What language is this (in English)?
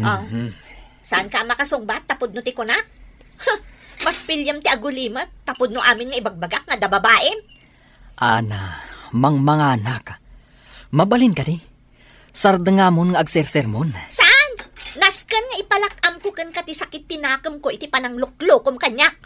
Iloko